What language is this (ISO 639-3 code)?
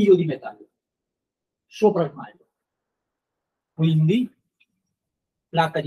ita